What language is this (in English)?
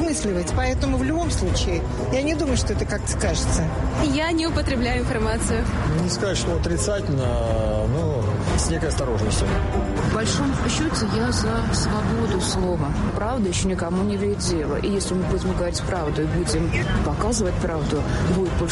Russian